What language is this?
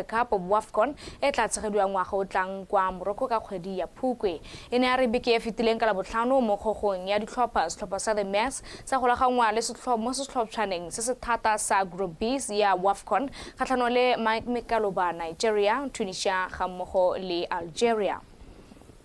Tswana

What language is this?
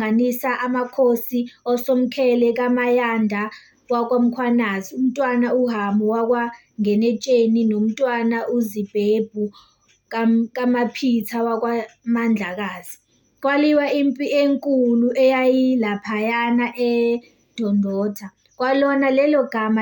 Zulu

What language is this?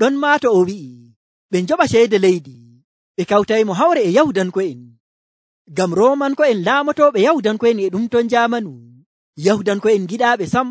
Nigerian Fulfulde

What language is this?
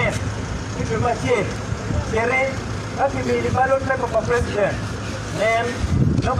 Acoli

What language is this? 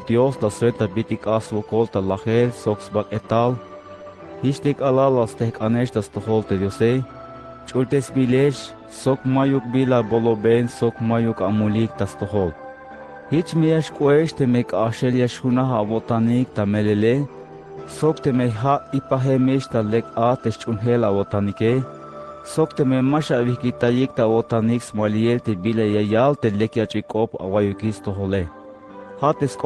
Tzeltal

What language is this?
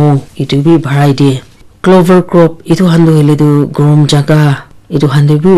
Naga Pidgin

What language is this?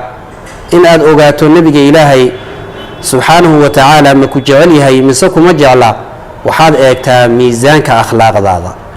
Somali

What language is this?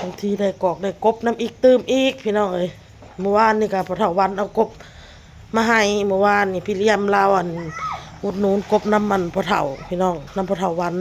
Northeastern Thai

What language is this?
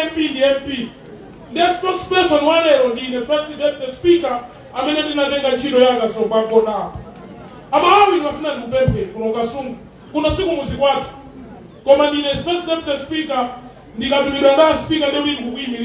Nyanja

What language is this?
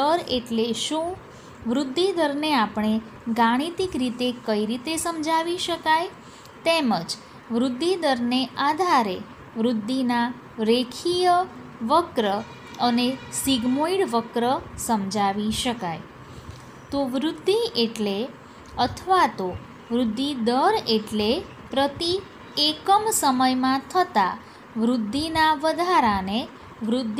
Gujarati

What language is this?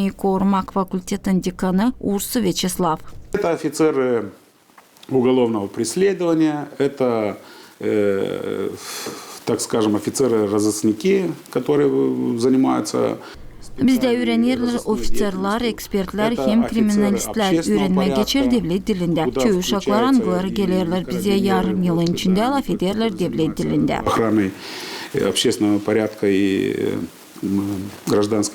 Gagauz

